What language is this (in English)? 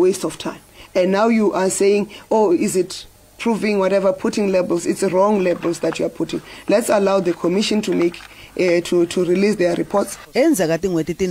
Tsonga